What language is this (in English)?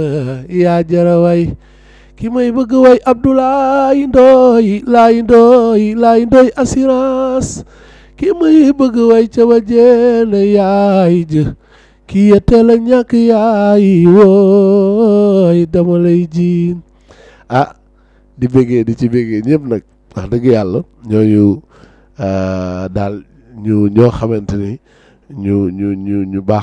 Wolof